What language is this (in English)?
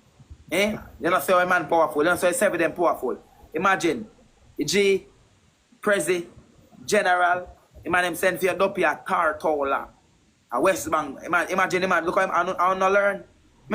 Jamaican Creole English